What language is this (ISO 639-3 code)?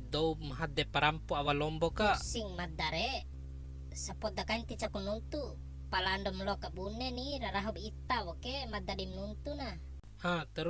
bhp